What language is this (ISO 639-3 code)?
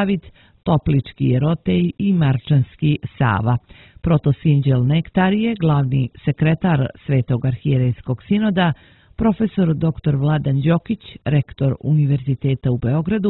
srp